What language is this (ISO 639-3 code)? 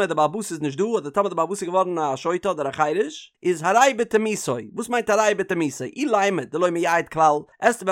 yid